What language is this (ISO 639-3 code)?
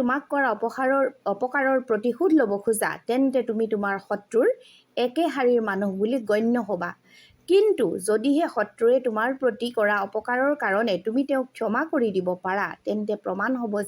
asm